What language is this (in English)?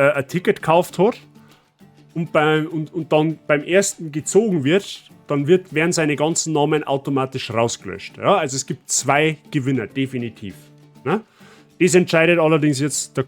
Bavarian